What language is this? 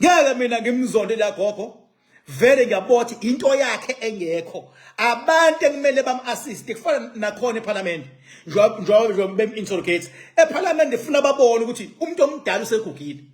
Zulu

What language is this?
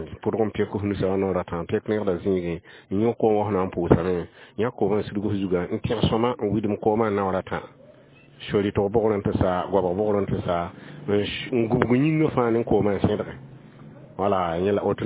Mossi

